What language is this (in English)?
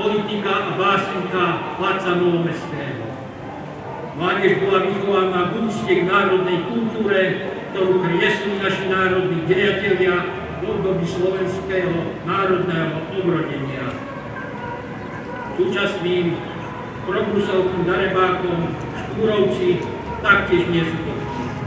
Slovak